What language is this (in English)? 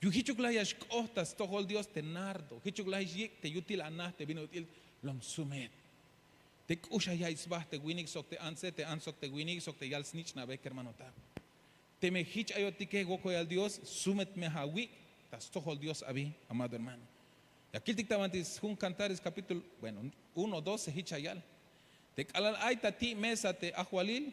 Tzeltal